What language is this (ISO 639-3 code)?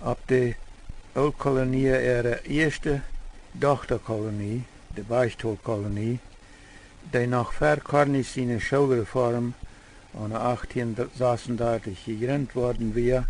pdt